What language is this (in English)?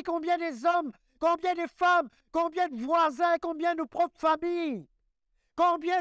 Morisyen